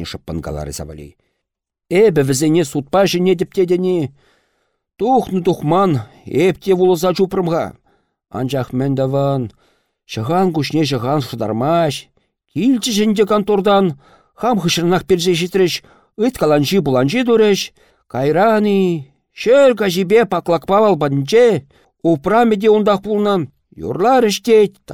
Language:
Chuvash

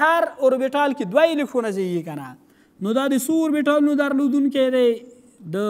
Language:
Pashto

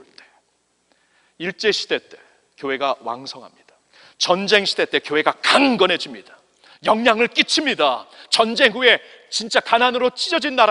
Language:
Korean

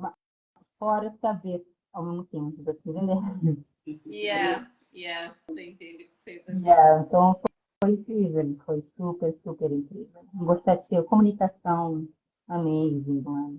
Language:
Kabuverdianu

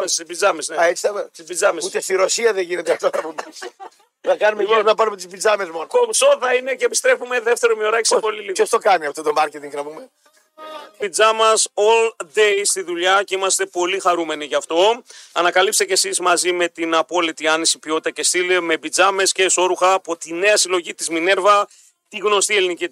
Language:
Greek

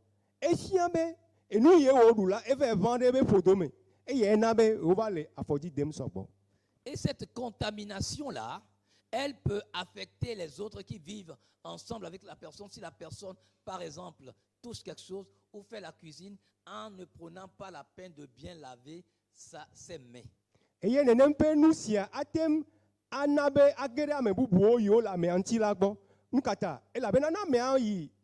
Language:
Ewe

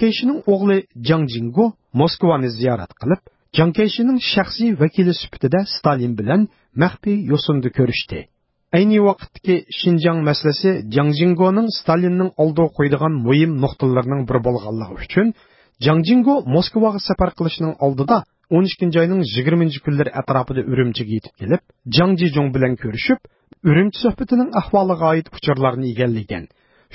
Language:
Uyghur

